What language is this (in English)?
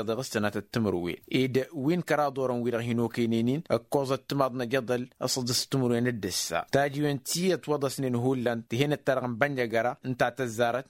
Tamasheq